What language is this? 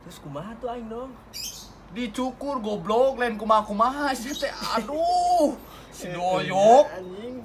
Sundanese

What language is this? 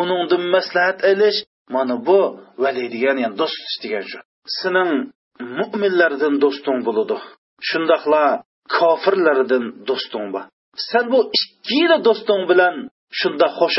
Uyghur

